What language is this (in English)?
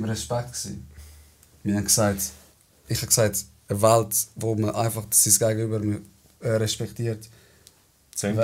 Swiss German